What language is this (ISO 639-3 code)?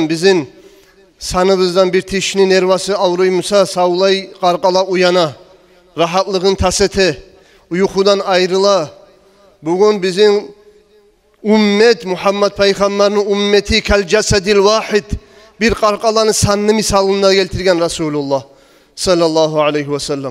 kum